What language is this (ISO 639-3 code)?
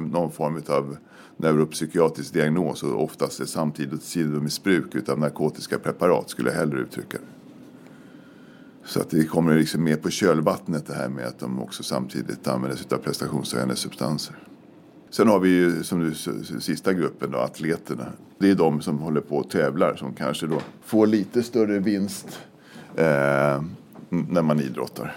swe